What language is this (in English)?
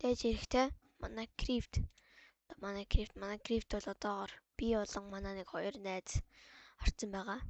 Mongolian